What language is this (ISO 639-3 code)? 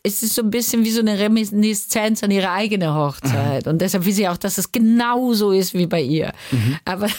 deu